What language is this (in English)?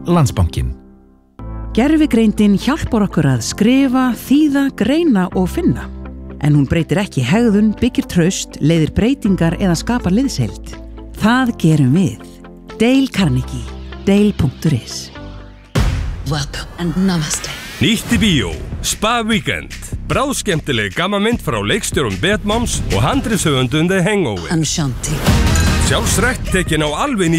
Icelandic